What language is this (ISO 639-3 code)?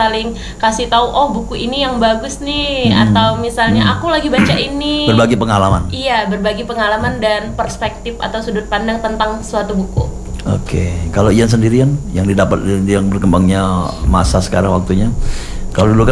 ind